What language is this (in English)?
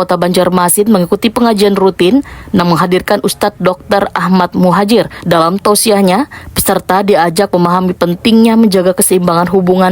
Banjar